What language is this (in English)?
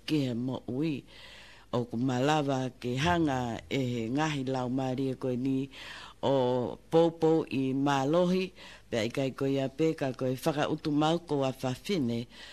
Tongan